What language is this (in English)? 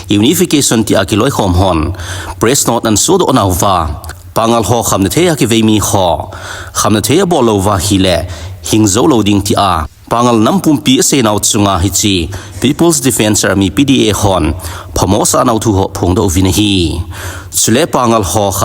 Thado Chin